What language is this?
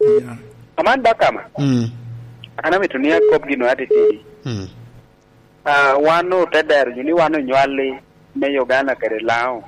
Lango (Uganda)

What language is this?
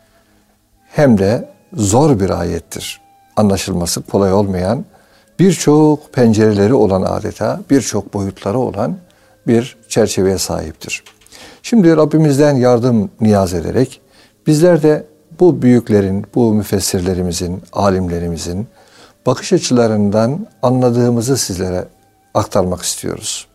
Turkish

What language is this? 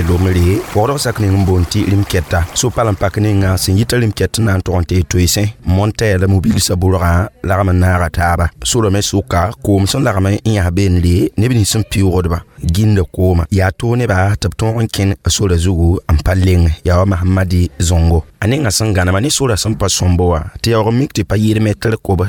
Mossi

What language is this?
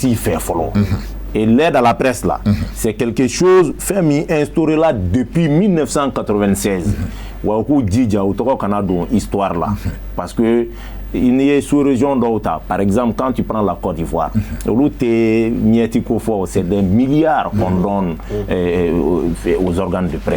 Bambara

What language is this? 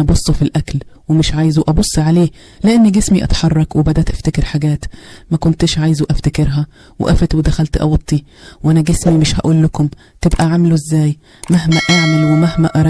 Egyptian Arabic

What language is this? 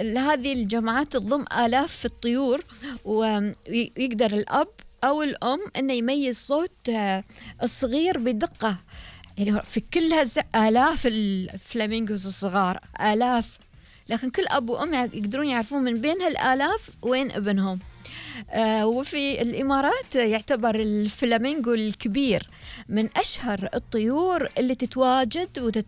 Gulf Arabic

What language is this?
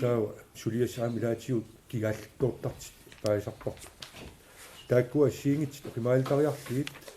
Kalaallisut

